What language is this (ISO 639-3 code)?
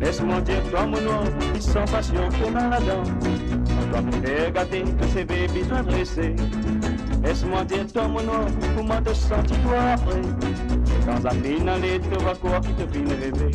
mfe